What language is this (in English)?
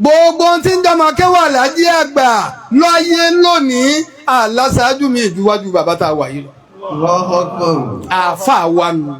Yoruba